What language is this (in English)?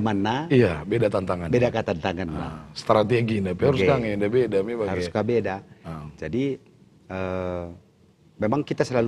Batak Karo